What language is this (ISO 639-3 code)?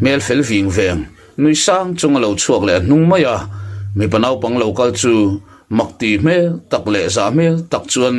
lus